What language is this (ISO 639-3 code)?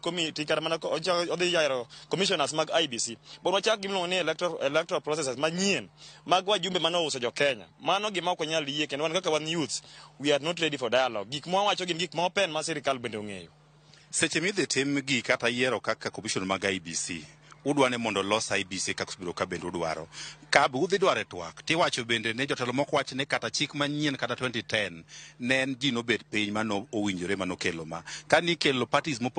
luo